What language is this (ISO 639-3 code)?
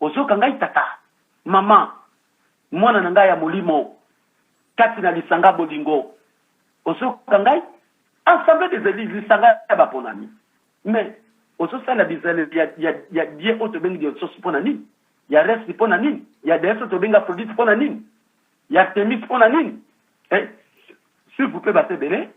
lin